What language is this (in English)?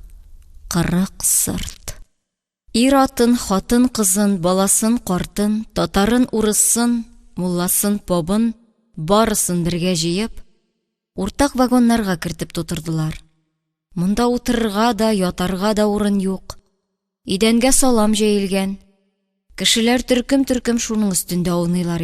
Tatar